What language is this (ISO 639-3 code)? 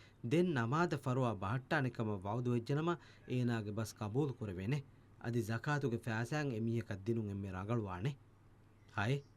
div